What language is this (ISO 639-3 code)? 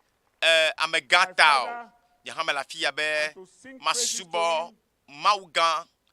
ewe